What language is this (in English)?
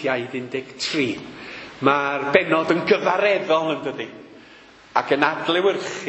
Welsh